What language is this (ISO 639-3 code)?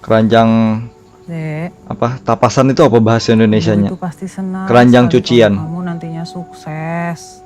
bjn